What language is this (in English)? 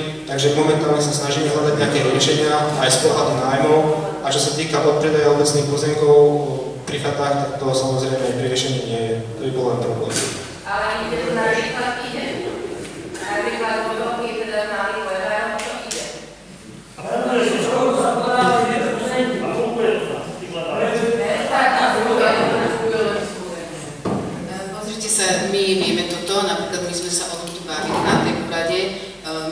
Slovak